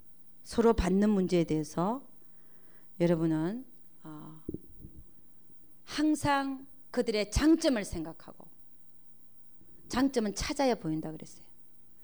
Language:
Korean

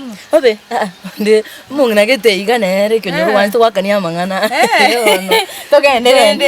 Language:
Gusii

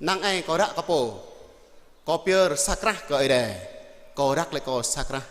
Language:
Jarai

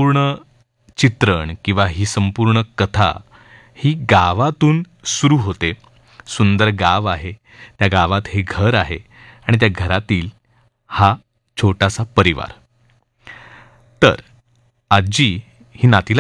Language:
Marathi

